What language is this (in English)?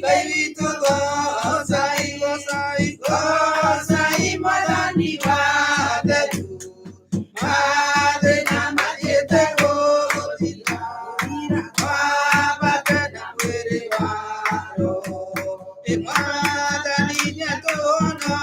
Kikuyu